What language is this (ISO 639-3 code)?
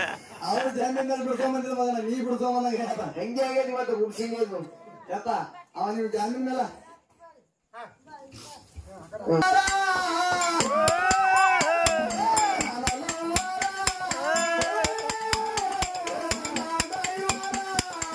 kan